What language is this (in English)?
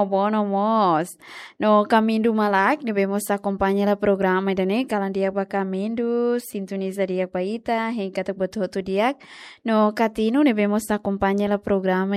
Tetum